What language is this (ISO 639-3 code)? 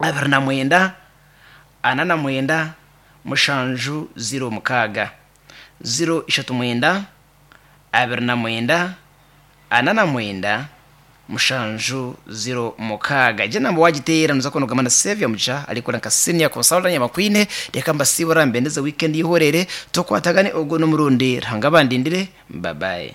nyn